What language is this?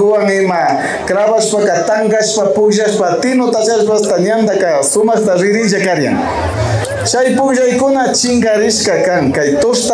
Imbabura Highland Quichua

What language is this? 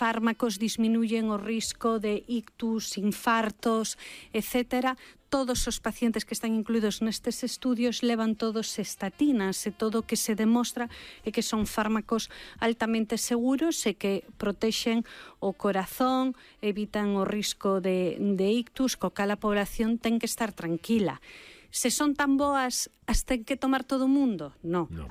Galician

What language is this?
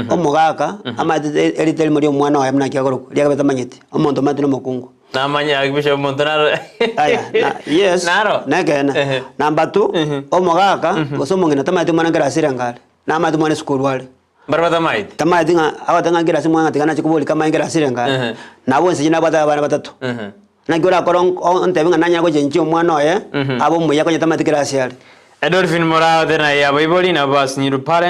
Gusii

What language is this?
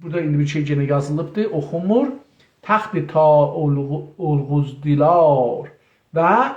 South Azerbaijani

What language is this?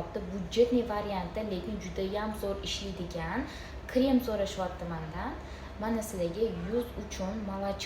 Uzbek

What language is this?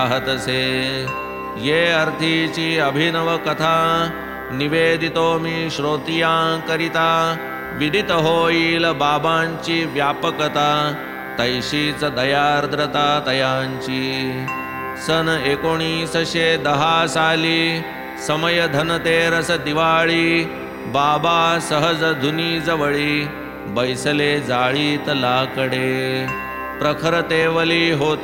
Marathi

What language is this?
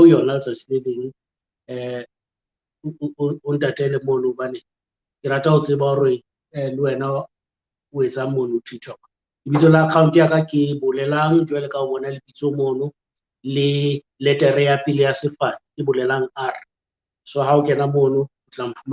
Southern Sotho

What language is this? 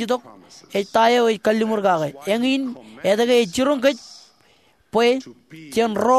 Marshallese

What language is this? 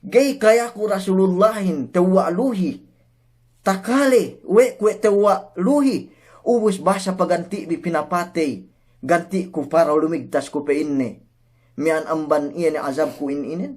Yakan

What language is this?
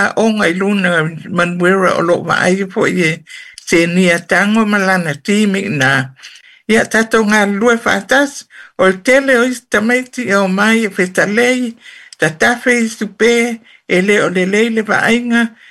Samoan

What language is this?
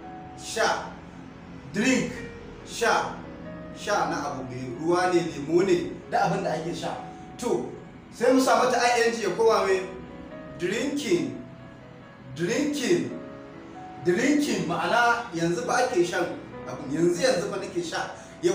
Hausa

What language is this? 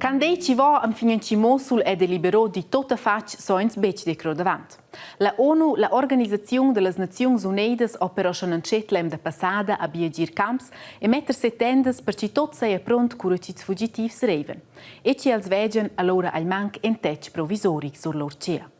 Romansh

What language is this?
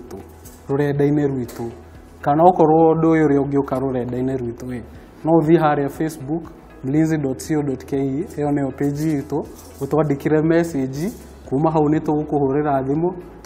Kikuyu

